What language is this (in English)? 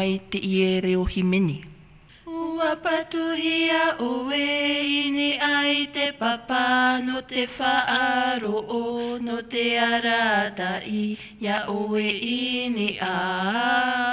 Tahitian